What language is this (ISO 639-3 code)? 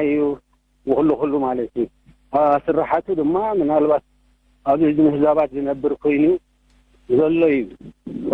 tir